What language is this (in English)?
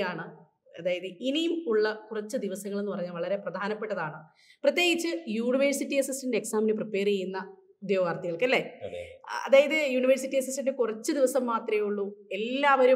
Malayalam